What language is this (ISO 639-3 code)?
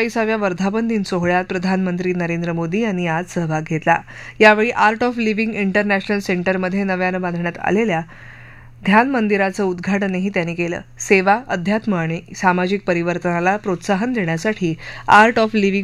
mar